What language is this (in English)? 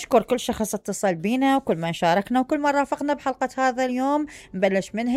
Mesopotamian Arabic